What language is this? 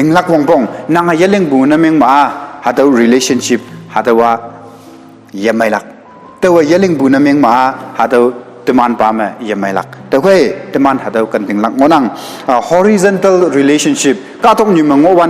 Konyak Naga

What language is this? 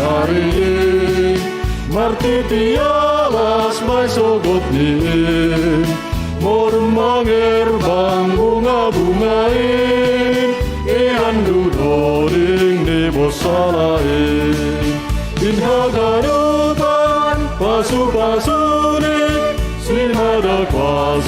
Batak Simalungun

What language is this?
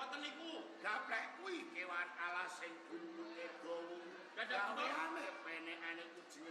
Javanese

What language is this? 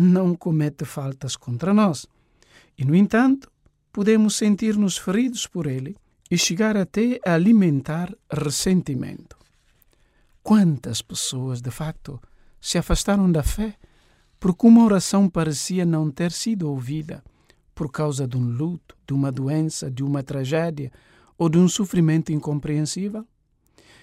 Portuguese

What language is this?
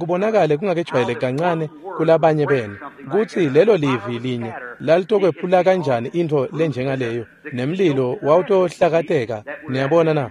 Swati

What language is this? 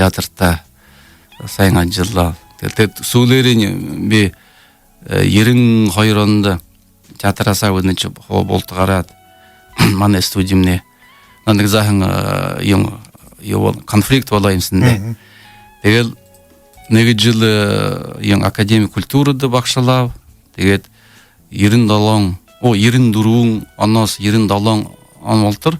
Buriat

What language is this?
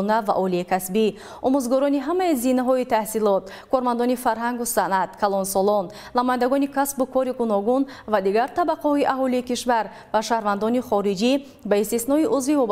Tajik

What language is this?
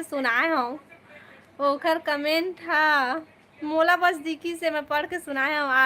Chhattisgarhi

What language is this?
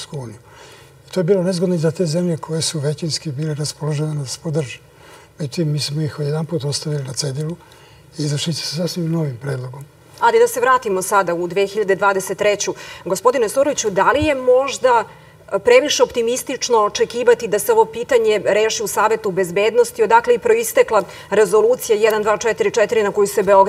Serbian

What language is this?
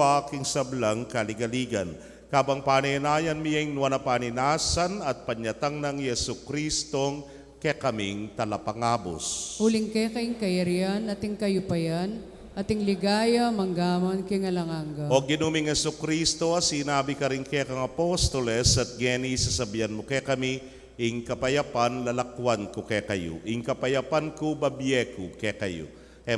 Pampanga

